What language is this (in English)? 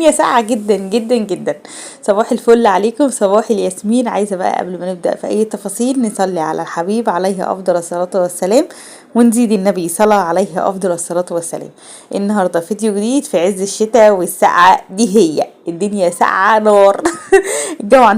Egyptian Arabic